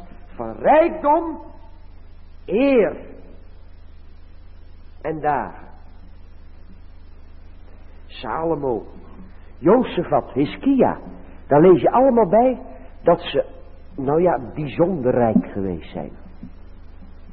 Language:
Dutch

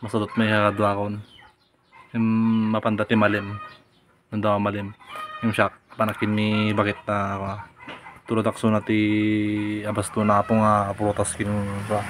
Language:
Iloko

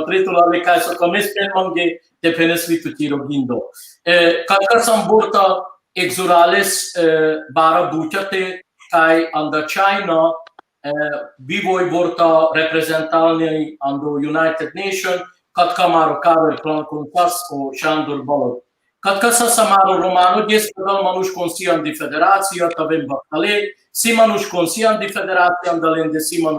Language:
Balkan Romani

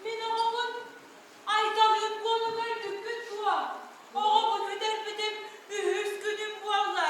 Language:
Yakut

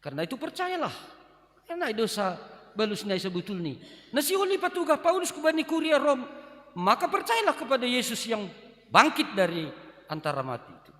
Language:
Batak Simalungun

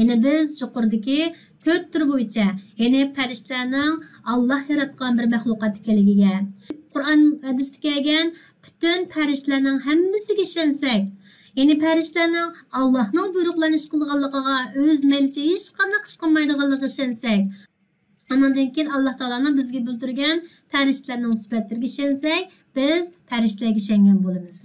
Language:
Uyghur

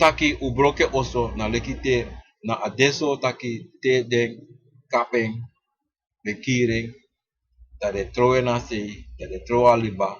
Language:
Sranan Tongo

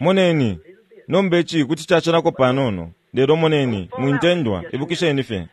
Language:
Bemba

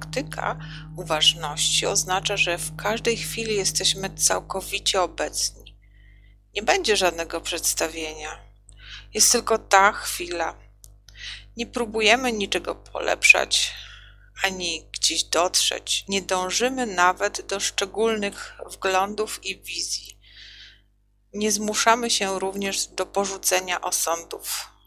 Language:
Polish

